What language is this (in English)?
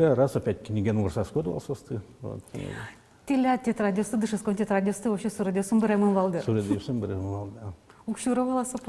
Udmurt